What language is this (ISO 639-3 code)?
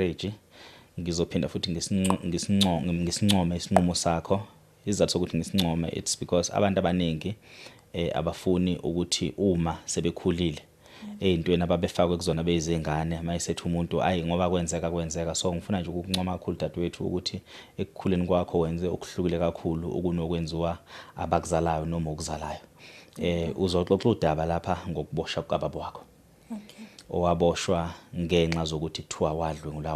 zul